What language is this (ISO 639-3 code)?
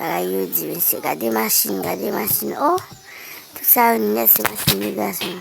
hat